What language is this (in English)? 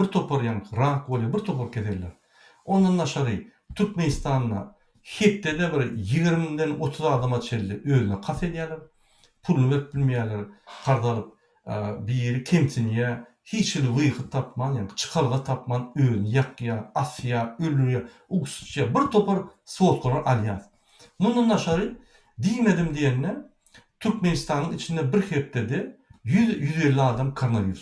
Turkmen